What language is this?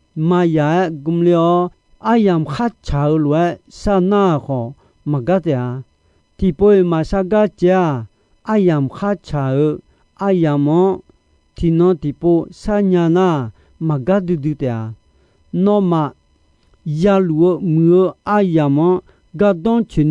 Akha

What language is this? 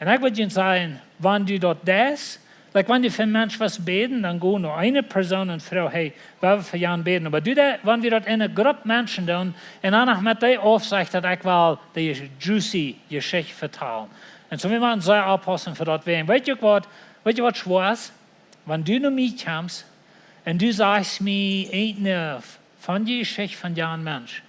Plautdietsch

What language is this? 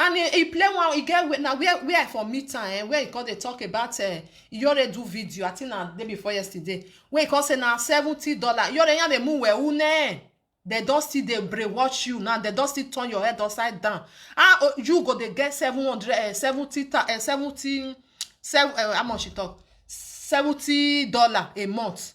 Nigerian Pidgin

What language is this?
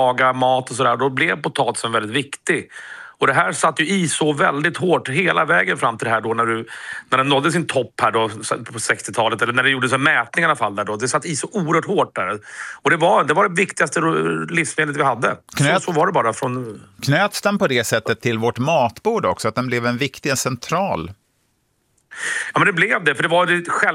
Swedish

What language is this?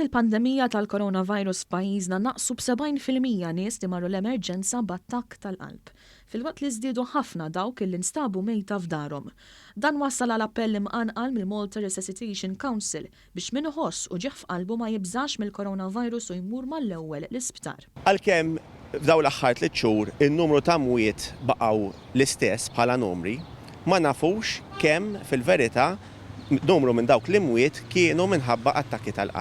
Maltese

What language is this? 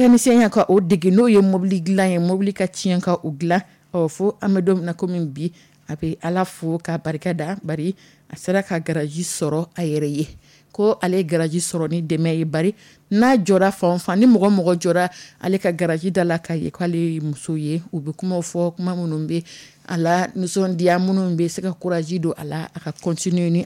Dyula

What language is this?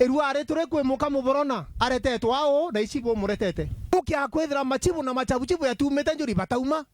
Meru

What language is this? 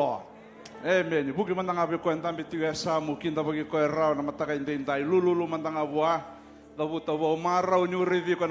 Fijian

